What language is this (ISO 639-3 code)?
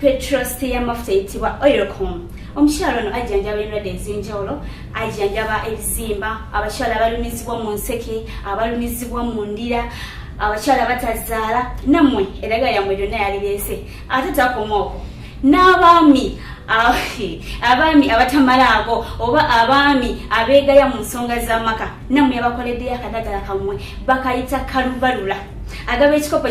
lug